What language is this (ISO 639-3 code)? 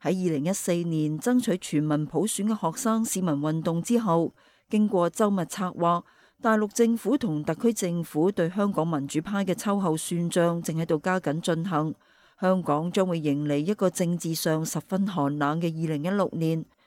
yue